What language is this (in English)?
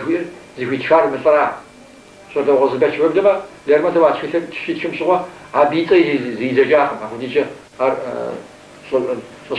Kabardian